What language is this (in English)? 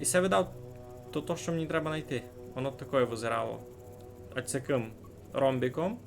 Rusyn